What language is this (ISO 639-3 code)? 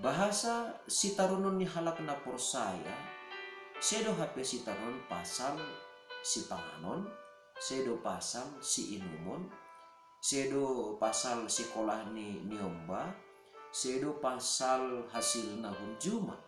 bts